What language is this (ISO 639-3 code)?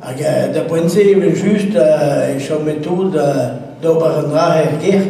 bre